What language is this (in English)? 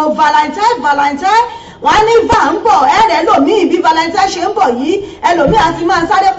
Yoruba